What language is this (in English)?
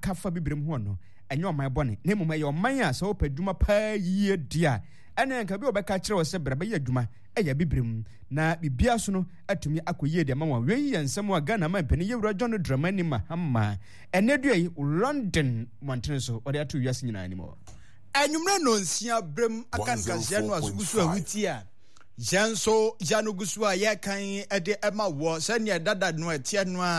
Akan